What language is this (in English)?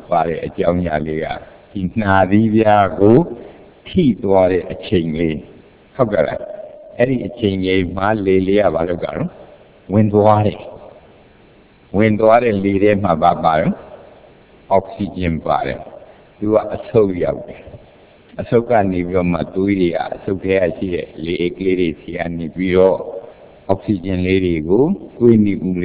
Burmese